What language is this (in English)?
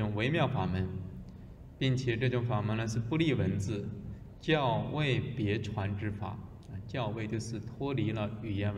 Chinese